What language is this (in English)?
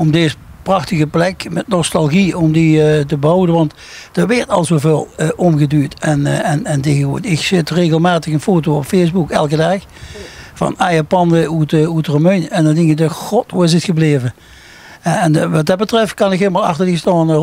Limburgish